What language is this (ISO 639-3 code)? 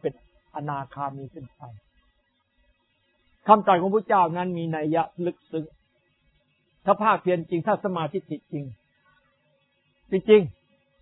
tha